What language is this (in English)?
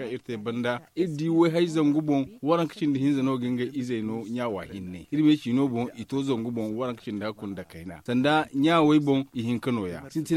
Zarma